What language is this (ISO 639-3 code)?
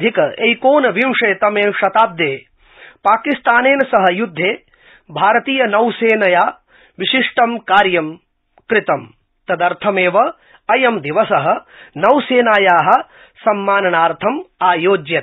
san